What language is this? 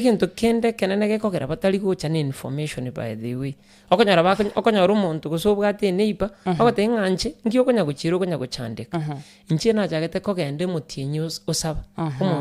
Gusii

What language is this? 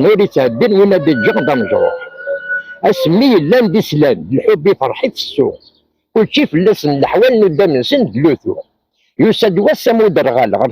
Kabyle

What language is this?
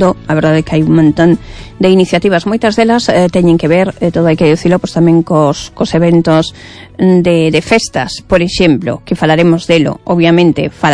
Galician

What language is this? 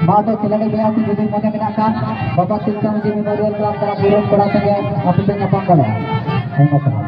Santali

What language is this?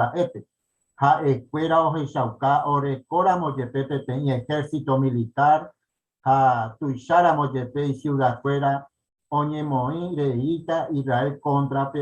Guarani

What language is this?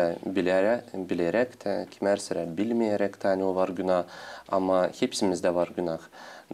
Gagauz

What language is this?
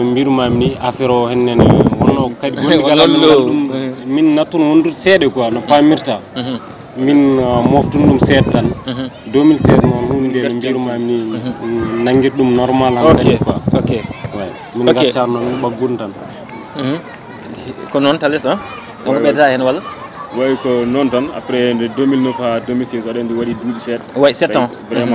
Fula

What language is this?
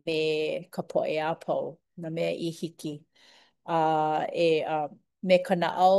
Hawaiian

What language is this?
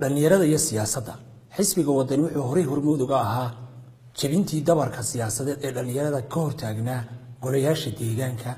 Somali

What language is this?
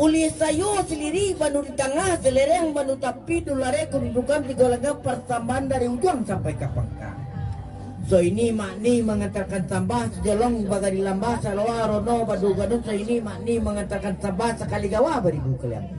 Minangkabau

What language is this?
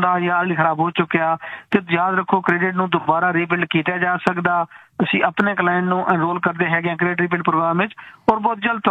Punjabi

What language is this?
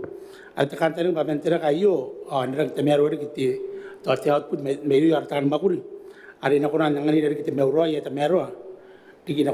Gilbertese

